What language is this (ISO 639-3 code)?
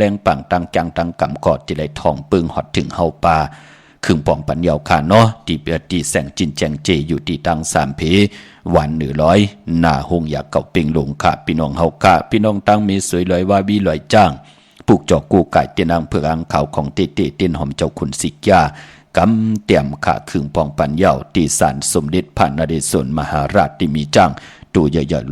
shn